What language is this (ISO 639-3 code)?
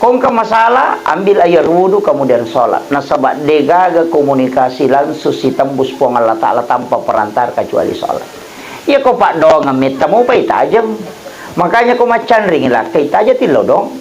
bug